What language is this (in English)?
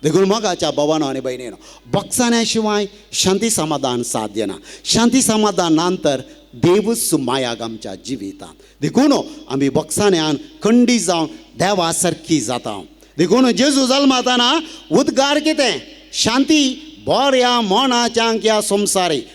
Konkani